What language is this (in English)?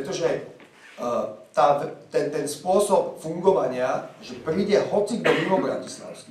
Slovak